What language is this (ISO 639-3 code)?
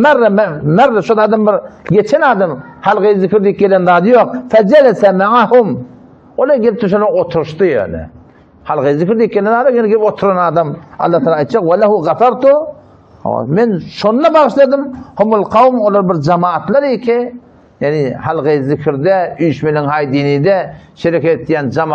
tuk